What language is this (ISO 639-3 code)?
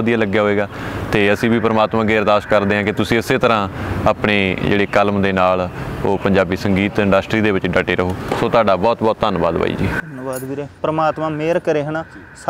pan